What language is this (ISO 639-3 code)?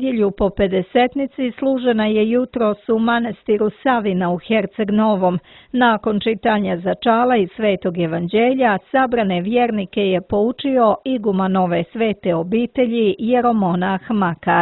srp